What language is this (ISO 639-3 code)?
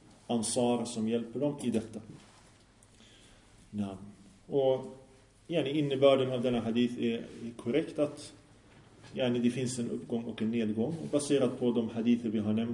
swe